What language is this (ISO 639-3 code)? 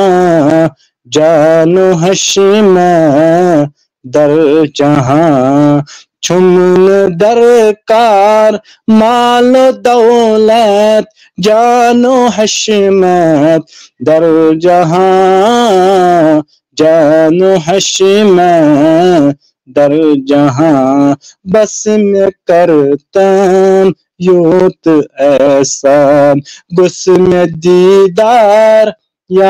kas